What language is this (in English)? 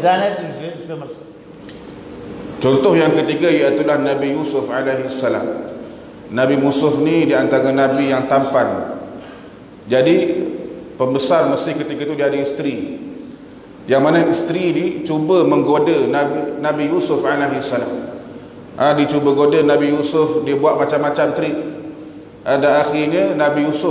Malay